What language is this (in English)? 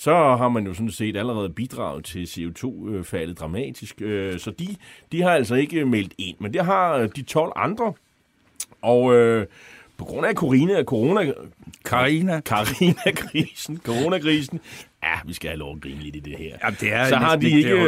Danish